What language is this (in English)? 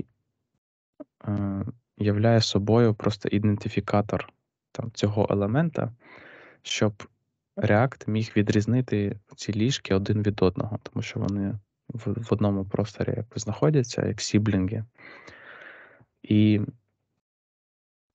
Ukrainian